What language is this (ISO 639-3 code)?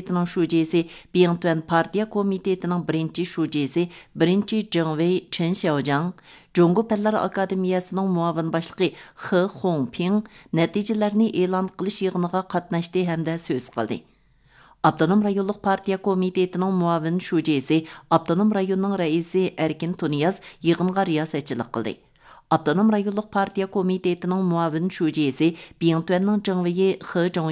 uig